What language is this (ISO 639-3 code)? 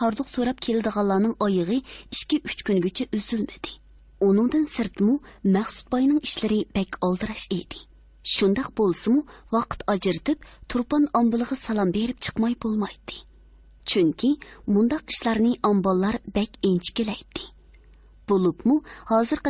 uig